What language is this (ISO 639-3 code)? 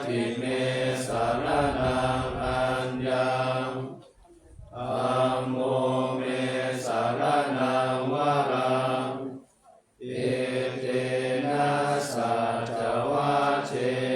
pli